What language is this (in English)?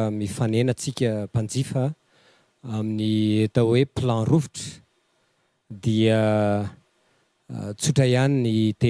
Malagasy